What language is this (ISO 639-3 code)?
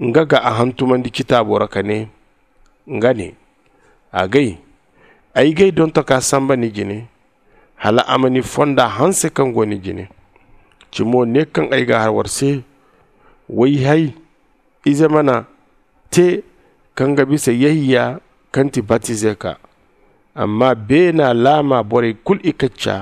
dje